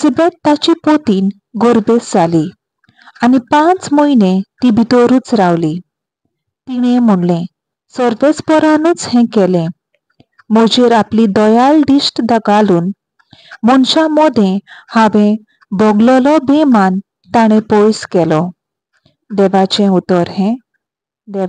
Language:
Konkani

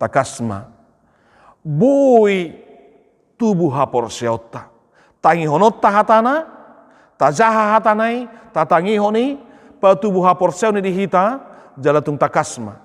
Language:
Batak Toba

